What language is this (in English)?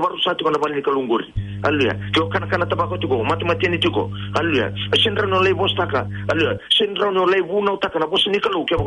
Fijian